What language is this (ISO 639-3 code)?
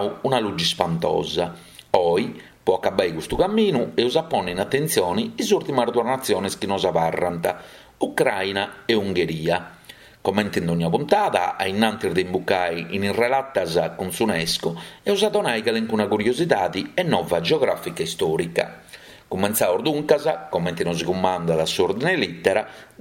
srd